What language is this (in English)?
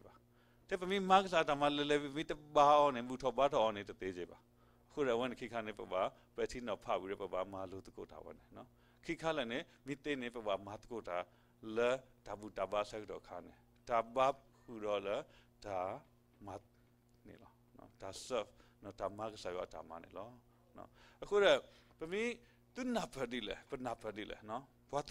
S'gaw Karen